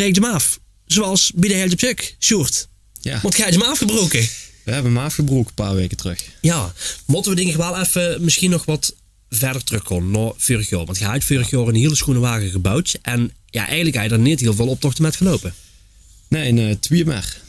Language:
Limburgish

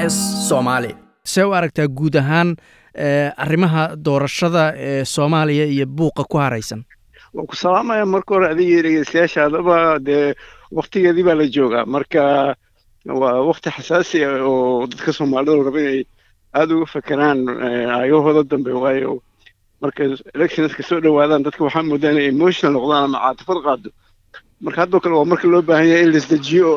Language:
Somali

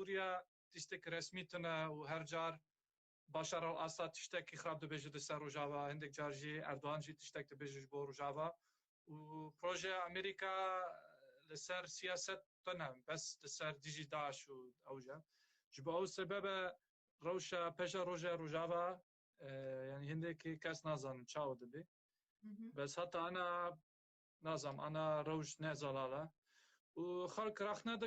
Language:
Kurdish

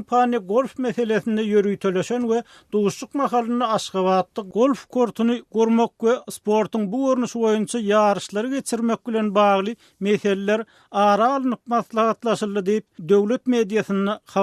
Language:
Turkmen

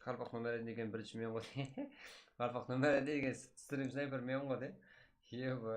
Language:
Kara-Kalpak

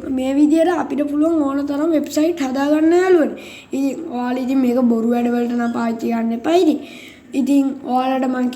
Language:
Sinhala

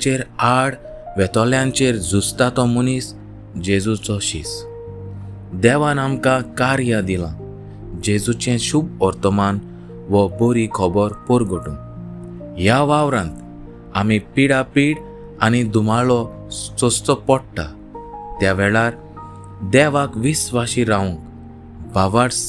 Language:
Konkani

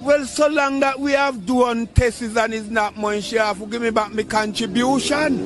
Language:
Jamaican Creole English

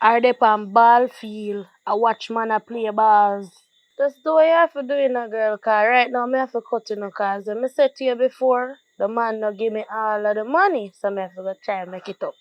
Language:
Jamaican Creole English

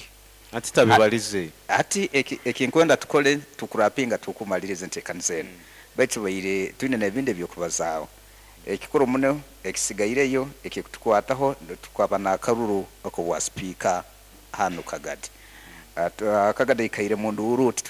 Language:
Nyoro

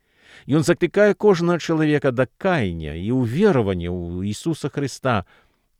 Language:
Belarusian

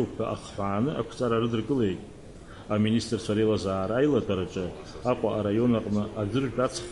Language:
Abkhazian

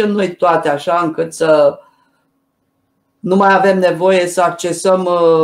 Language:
Romanian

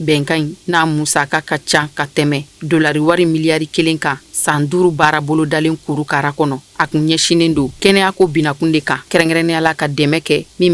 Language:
Bambara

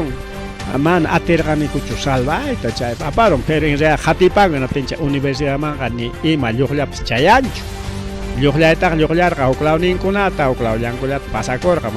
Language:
Ayacucho Quechua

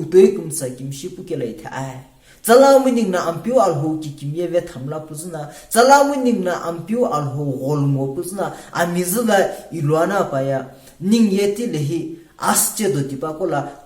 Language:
Sumi Naga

